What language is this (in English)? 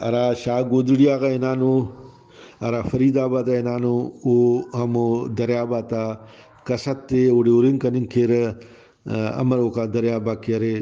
Brahui